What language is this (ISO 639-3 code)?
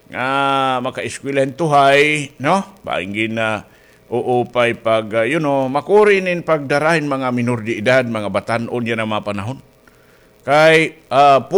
war